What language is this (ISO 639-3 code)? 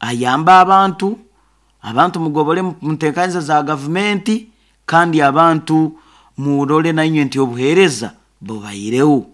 nyo